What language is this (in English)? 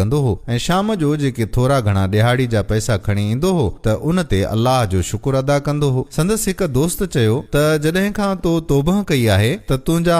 Sindhi